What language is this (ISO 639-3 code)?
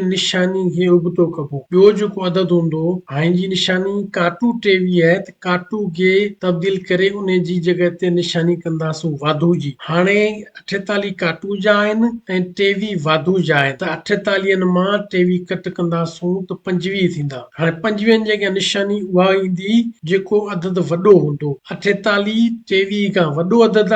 snd